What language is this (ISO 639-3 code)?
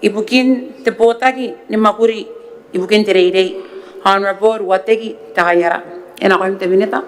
gil